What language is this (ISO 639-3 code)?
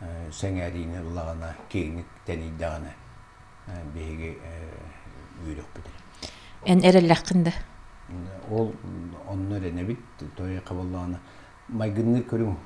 sah